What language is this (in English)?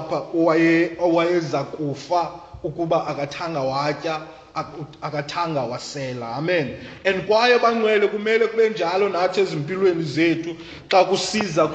Xhosa